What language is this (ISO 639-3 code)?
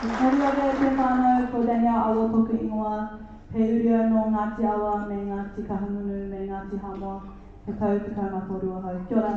mri